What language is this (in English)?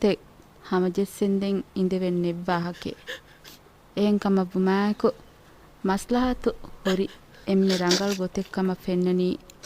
Divehi